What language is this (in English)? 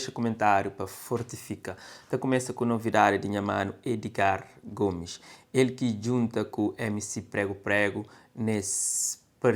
Kabuverdianu